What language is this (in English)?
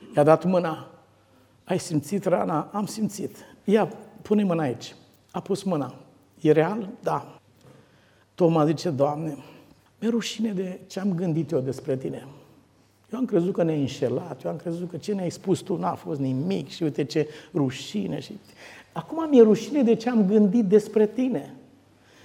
Romanian